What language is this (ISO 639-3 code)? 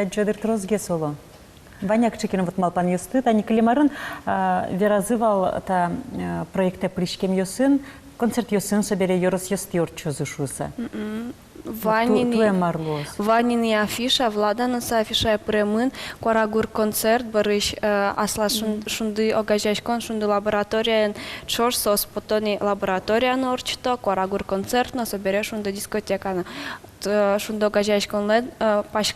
udm